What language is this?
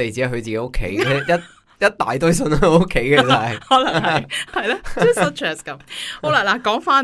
Cantonese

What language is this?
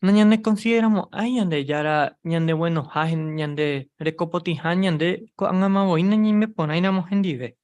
Guarani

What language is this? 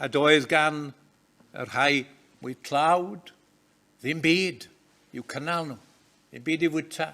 Welsh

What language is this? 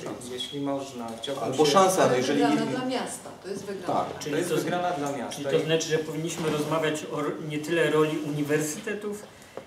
Polish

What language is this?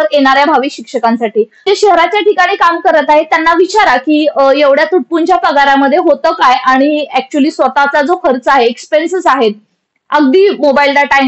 Marathi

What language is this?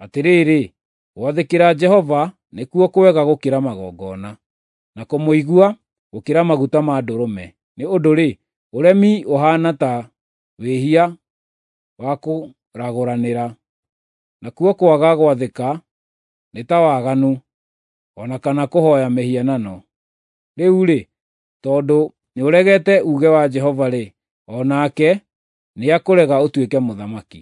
Kikuyu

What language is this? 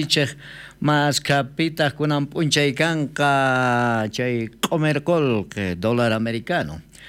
South Bolivian Quechua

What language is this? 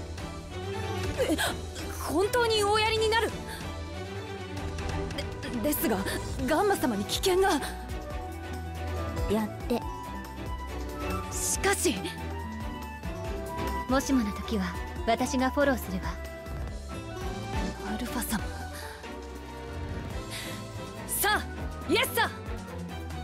Japanese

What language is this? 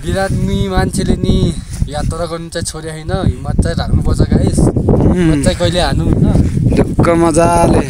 Nepali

